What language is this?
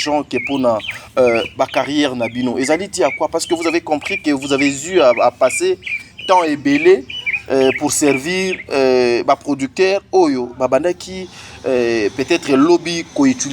Lingala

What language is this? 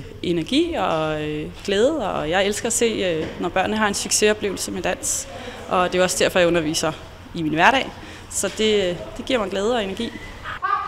Danish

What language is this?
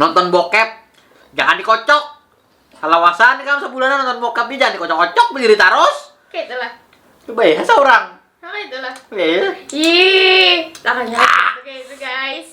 Banjar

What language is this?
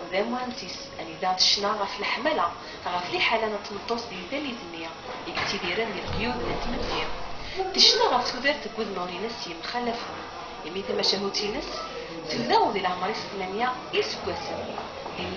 Kabyle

